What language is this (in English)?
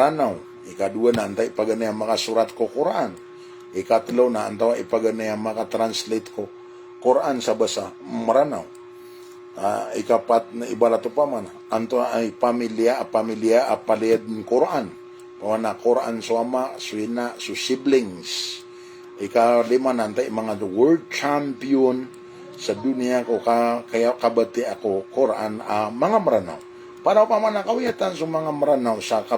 Maranao